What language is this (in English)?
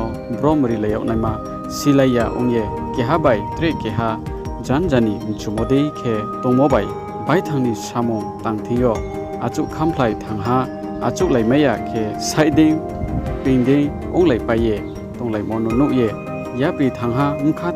Riang (India)